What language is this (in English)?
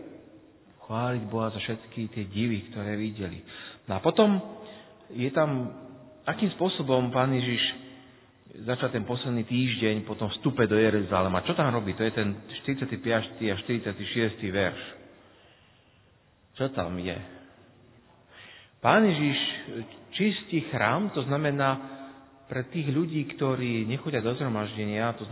Slovak